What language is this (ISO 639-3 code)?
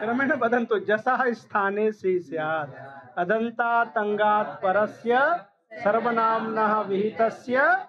san